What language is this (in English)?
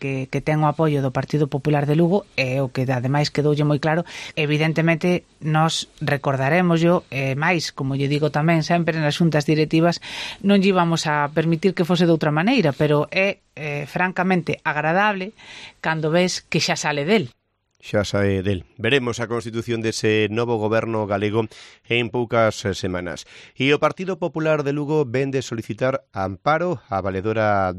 Galician